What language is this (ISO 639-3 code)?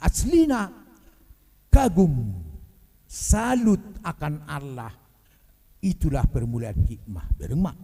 bbc